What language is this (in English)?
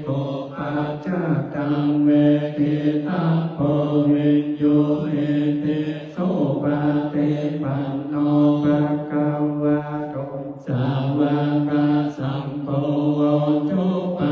Pali